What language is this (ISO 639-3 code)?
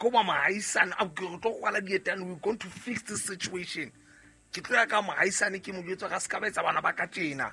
sot